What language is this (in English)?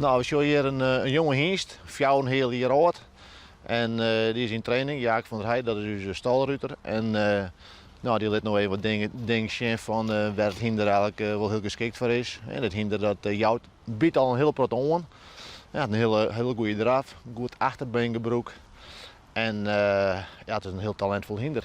Western Frisian